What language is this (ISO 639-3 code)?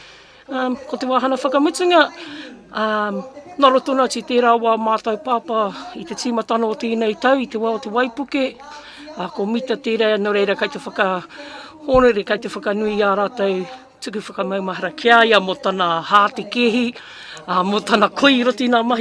mri